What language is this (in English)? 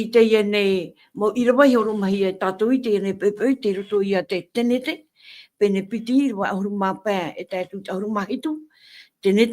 Tahitian